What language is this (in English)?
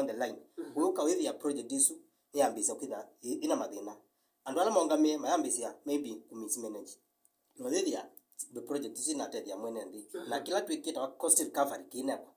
Kamba